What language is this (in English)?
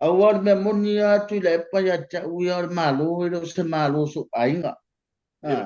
Samoan